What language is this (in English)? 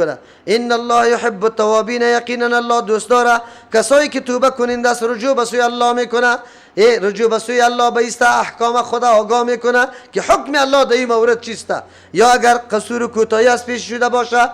Persian